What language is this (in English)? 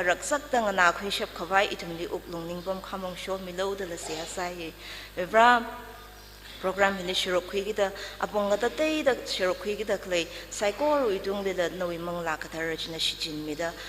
Tangkhul Naga (India)